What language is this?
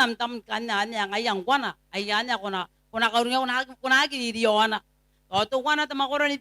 Gilbertese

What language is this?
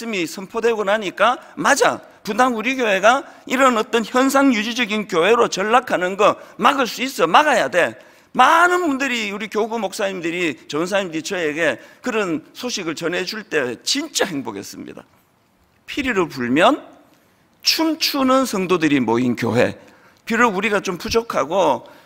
Korean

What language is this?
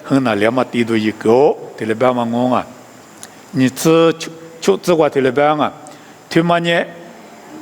Lisu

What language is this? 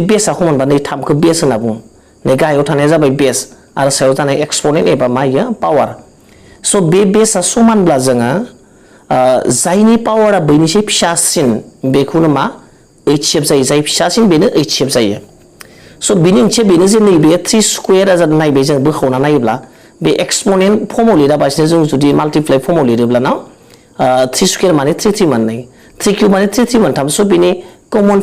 Bodo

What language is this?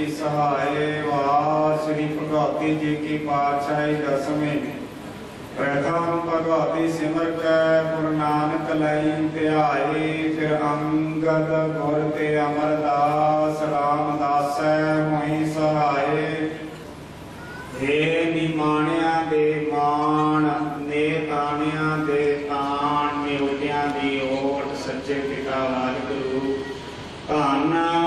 Punjabi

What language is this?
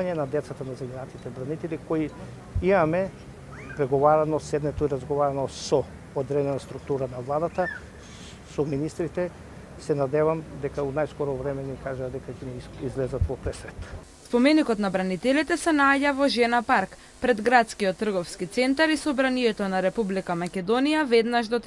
Macedonian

